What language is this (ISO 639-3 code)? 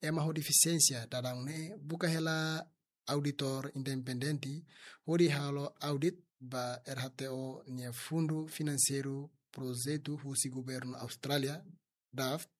tet